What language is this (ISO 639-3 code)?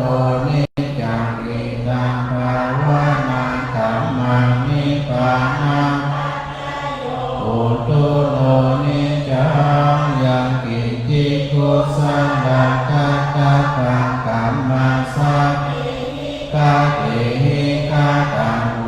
pli